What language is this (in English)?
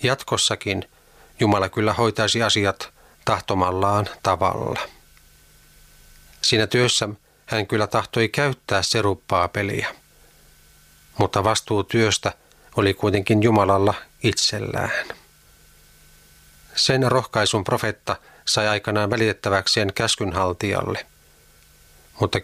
Finnish